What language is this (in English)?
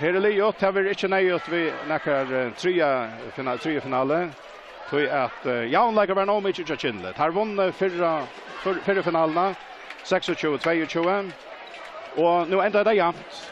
Faroese